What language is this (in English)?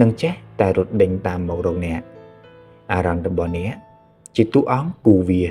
Khmer